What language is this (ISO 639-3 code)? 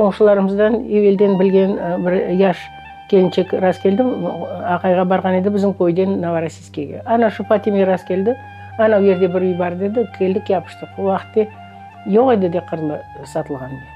crh